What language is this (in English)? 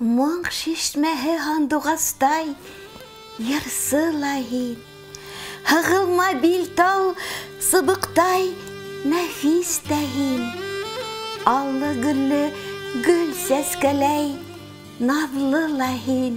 Bashkir